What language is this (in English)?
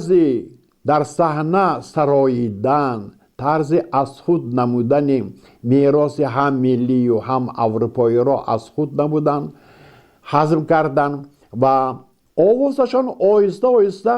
Tajik